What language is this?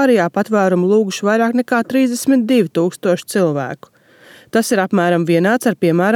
Latvian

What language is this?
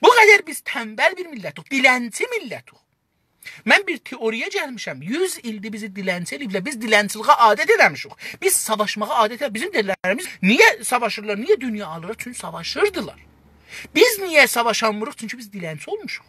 South Azerbaijani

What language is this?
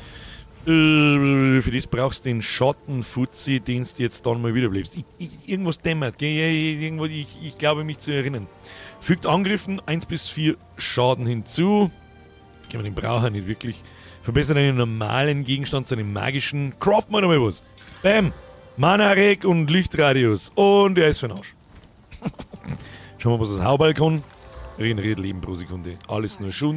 Bavarian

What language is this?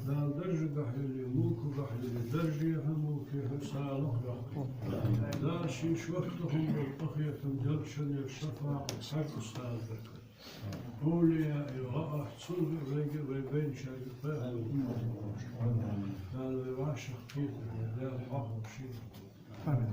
Ingush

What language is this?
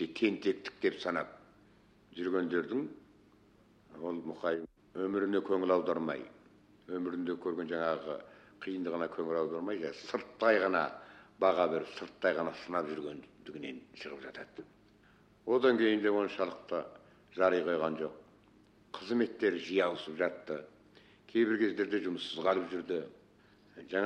Kazakh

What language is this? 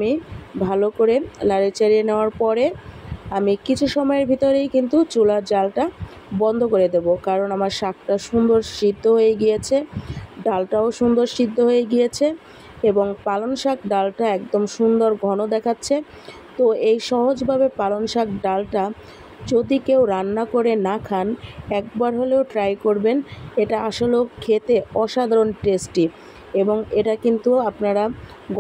Bangla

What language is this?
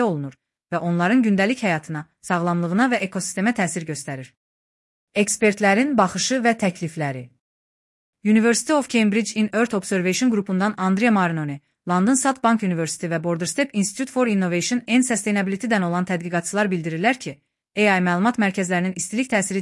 Azerbaijani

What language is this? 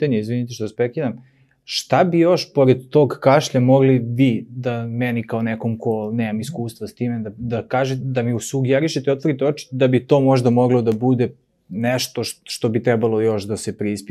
Serbian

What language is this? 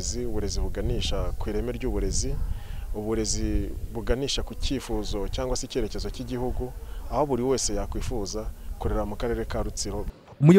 Kinyarwanda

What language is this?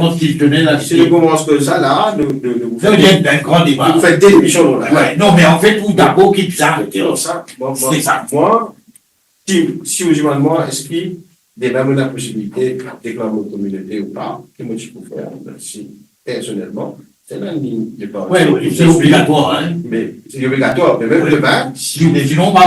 Morisyen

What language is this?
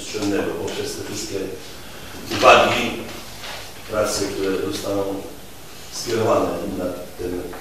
Polish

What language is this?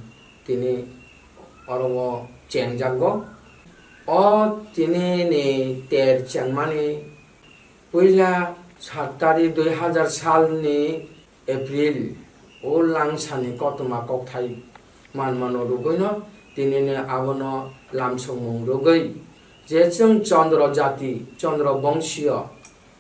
Kok Borok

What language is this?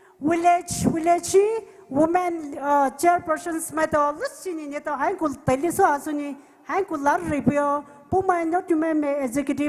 Poumei Naga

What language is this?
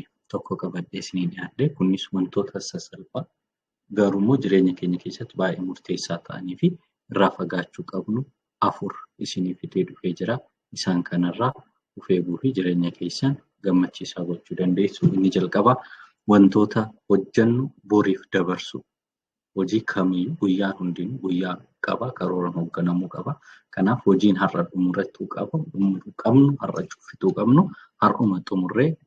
Oromo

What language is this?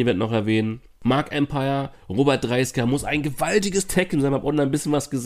German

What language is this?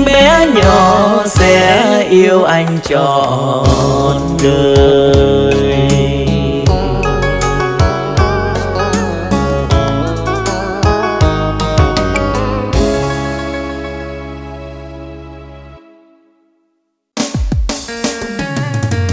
Vietnamese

